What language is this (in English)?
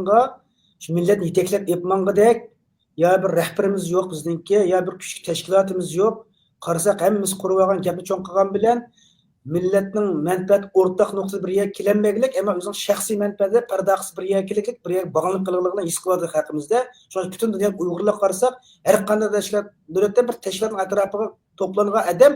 Uyghur